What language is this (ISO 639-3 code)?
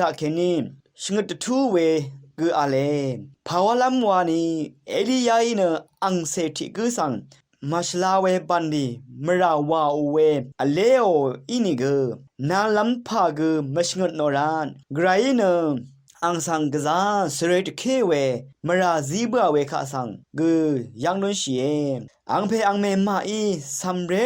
raw